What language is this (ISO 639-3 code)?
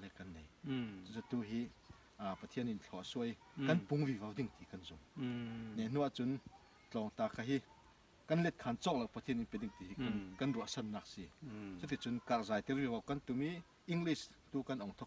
cfm